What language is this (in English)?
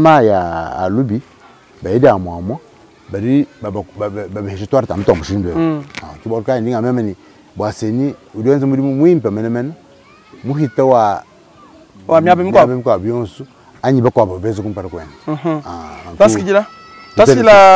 Luba-Lulua